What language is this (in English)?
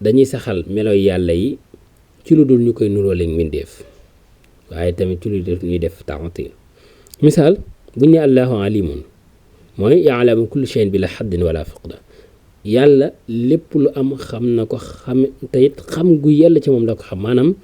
Wolof